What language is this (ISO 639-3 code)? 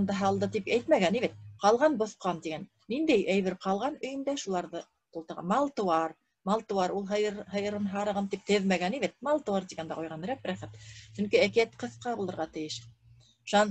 bak